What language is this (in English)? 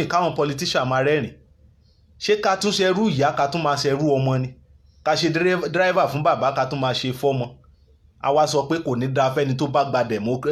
Yoruba